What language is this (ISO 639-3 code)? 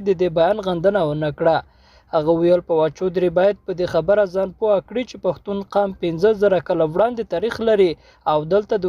pus